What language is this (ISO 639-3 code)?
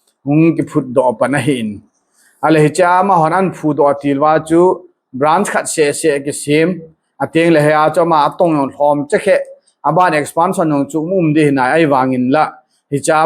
tcz